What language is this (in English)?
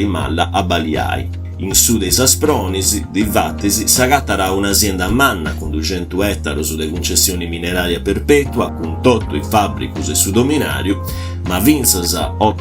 Sardinian